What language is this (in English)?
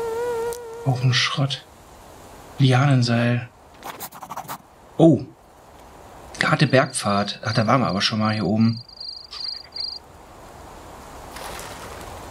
German